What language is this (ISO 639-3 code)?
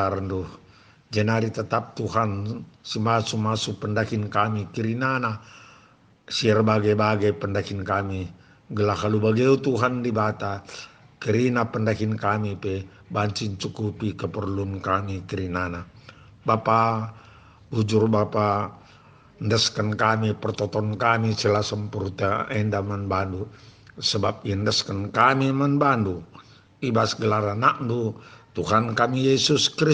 btx